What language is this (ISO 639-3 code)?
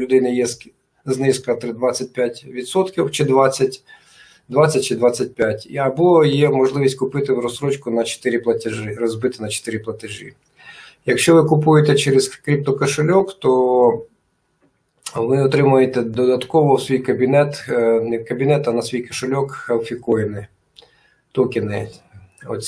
ukr